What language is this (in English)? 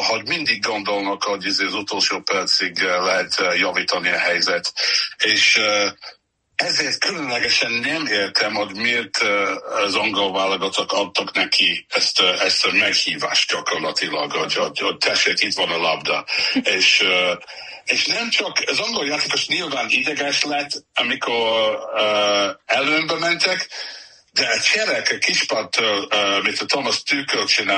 Hungarian